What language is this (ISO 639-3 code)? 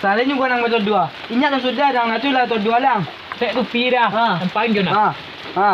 min